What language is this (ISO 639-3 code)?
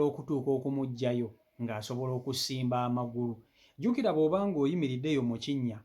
lug